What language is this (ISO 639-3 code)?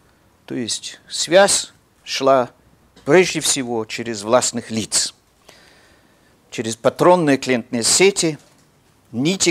rus